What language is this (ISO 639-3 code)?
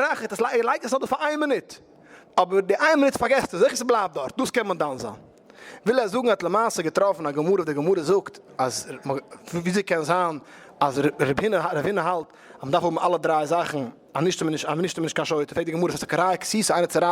yid